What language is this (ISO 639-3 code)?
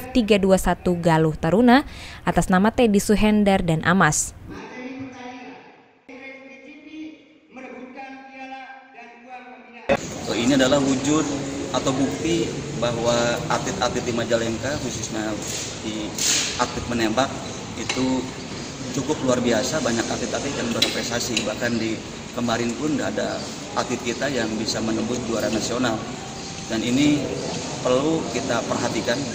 ind